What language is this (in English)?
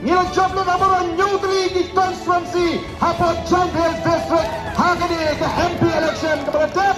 Khasi